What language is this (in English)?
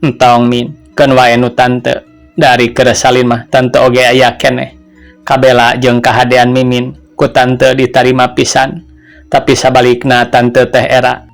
Sundanese